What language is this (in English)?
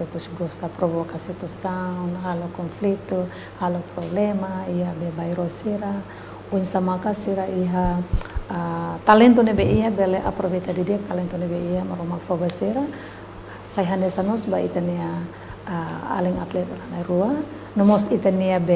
Tetum